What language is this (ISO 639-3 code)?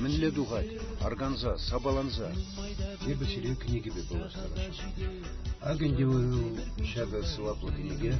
chv